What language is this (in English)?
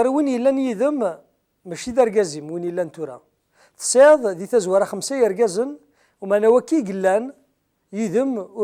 Kabyle